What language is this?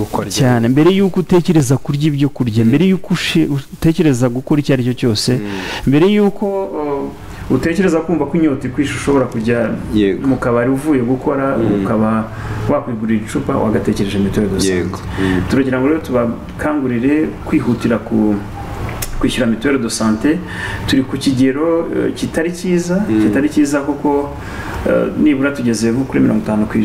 Kinyarwanda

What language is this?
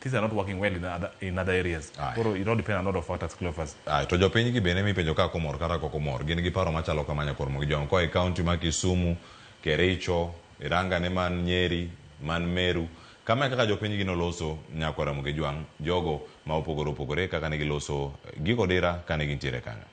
Luo (Kenya and Tanzania)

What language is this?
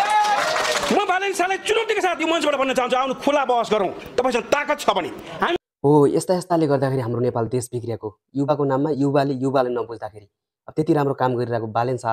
Nepali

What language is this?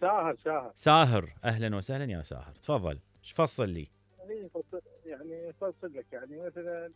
Mesopotamian Arabic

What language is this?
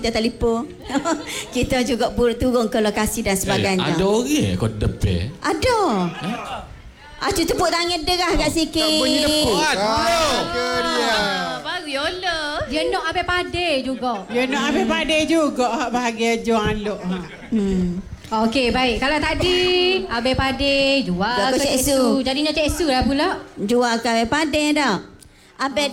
Malay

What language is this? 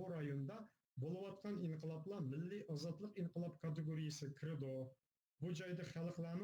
Uyghur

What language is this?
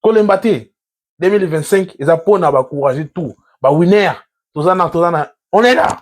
Lingala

